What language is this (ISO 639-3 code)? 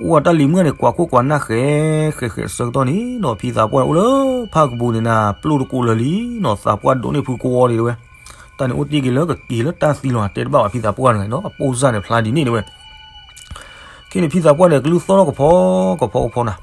ksw